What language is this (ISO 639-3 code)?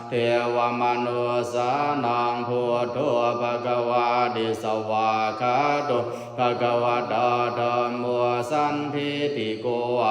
pli